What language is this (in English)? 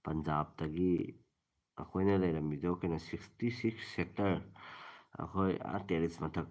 Manipuri